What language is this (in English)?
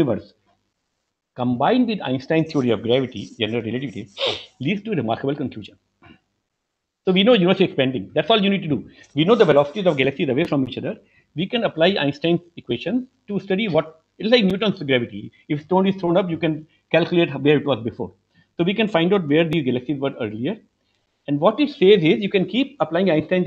English